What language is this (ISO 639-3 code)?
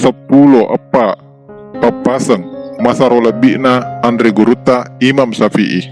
bug